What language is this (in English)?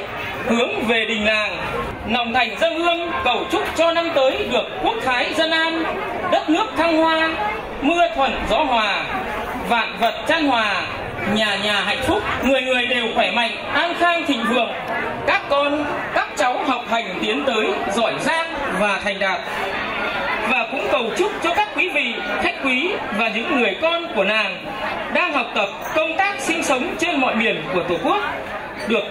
Vietnamese